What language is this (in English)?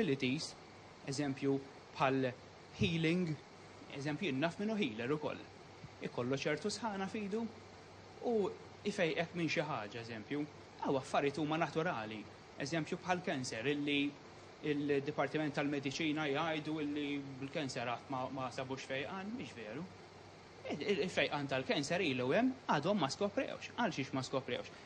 Maltese